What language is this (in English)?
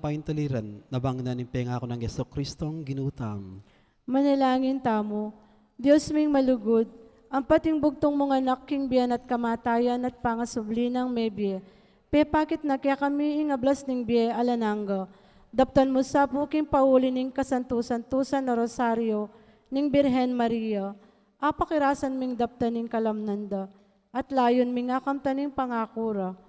Pampanga